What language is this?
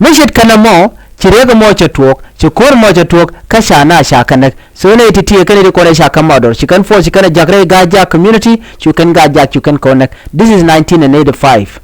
Nuer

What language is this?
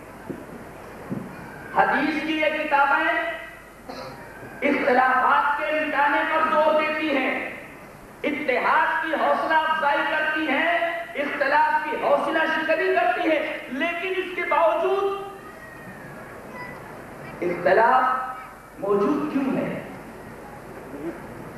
Urdu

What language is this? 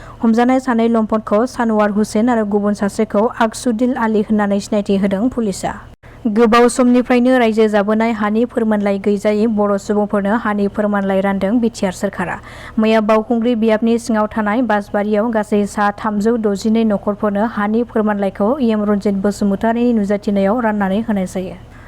Bodo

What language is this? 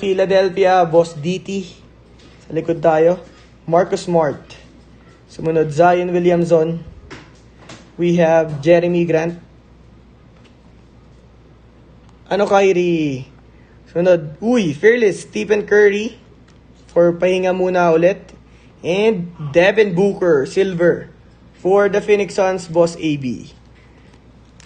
Filipino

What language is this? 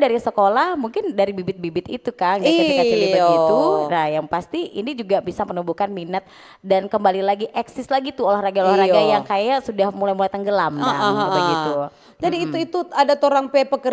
Manado Malay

